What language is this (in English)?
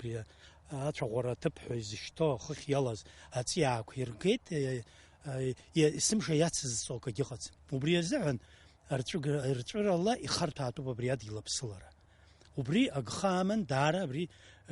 Abkhazian